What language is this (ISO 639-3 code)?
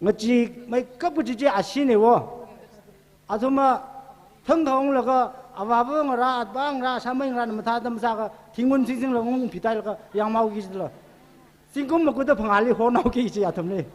nmf